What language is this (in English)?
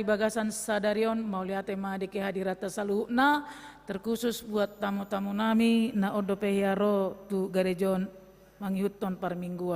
Batak Toba